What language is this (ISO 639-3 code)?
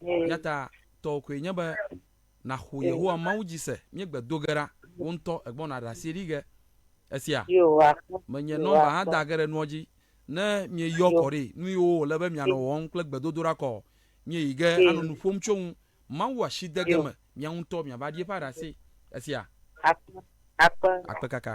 ewe